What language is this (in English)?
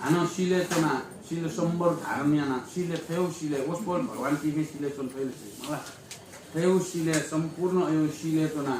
Newari